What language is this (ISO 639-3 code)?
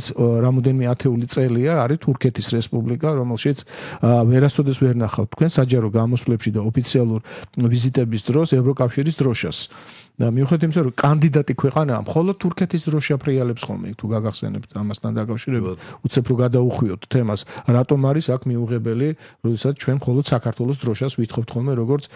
kat